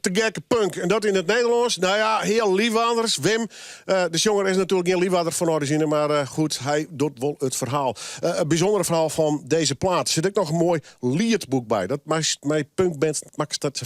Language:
Western Frisian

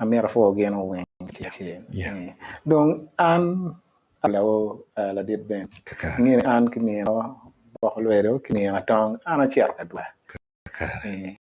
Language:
Acoli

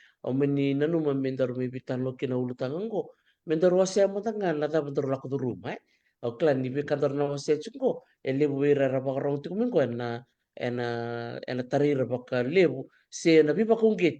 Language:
Fijian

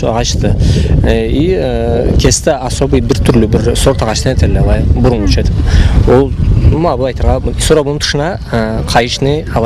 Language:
Karachay-Balkar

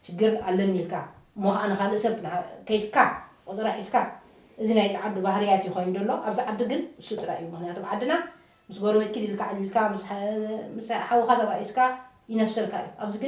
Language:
Tigrinya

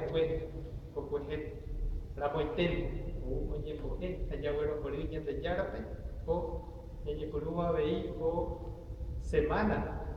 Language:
Guarani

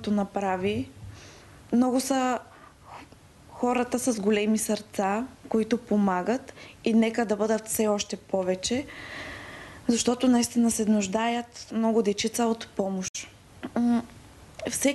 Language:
Bulgarian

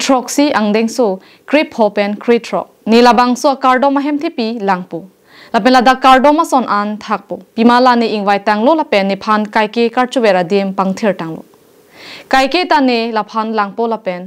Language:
Karbi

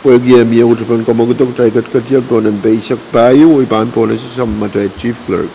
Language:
Pohnpeian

